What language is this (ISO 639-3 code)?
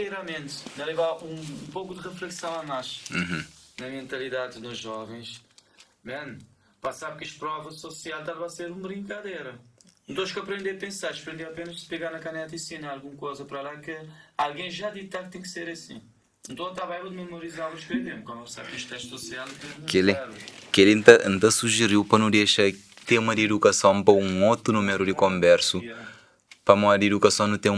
kea